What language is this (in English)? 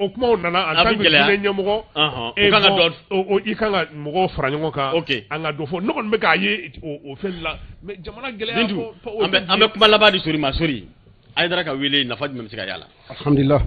Bambara